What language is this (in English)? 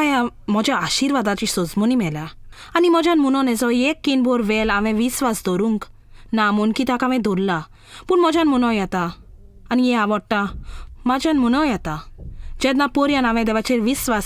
Konkani